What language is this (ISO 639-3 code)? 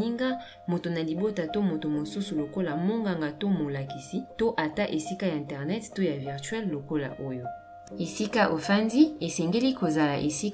lin